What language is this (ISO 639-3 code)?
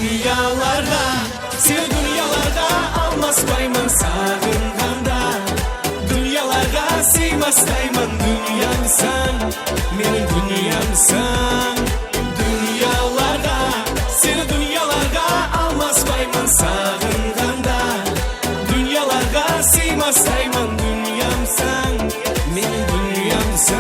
kaa